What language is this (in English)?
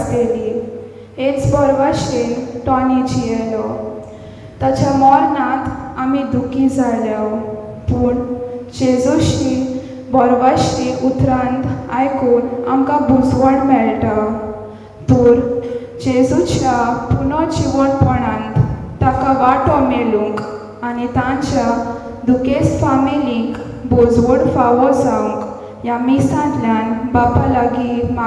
Konkani